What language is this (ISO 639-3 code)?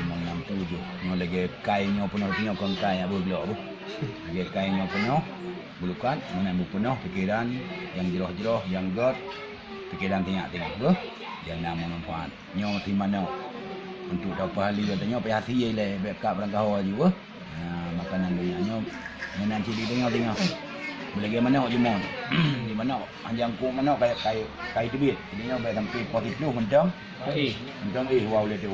ace